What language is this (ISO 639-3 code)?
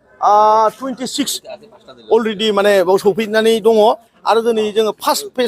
brx